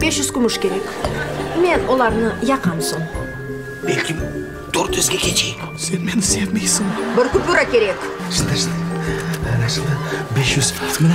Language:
Crimean Tatar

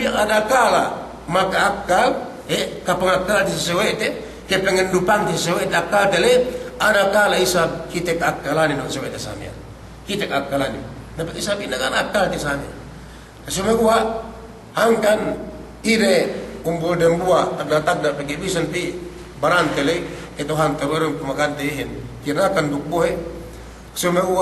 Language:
Yakan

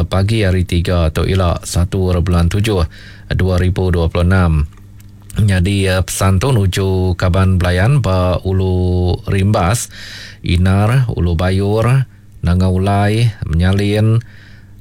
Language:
Iban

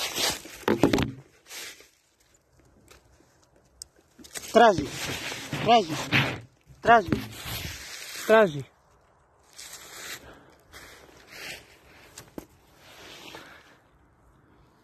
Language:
Croatian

